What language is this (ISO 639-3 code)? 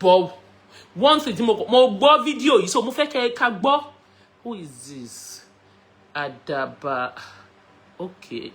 yor